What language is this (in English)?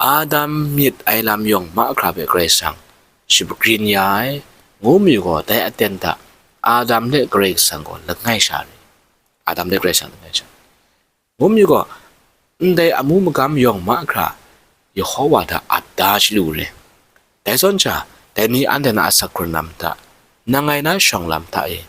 Kachin